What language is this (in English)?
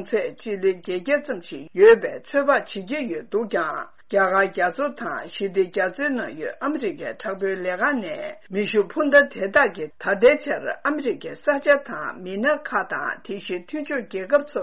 Tibetan